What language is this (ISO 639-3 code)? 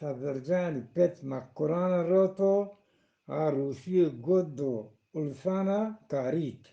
bgp